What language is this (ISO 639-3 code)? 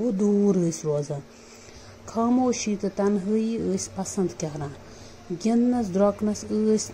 kas